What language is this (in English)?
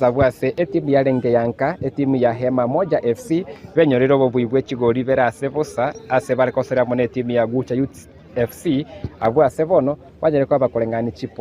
Gusii